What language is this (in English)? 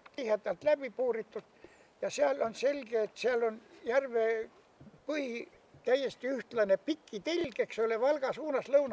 Estonian